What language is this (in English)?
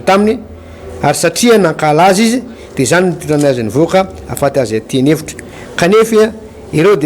Malagasy